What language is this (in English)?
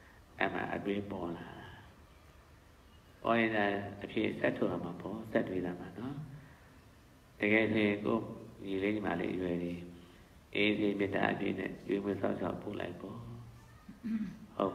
Burmese